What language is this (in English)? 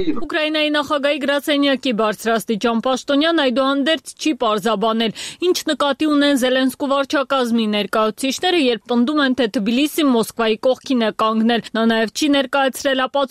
Armenian